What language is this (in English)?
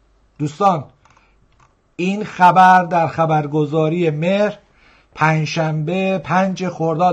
Persian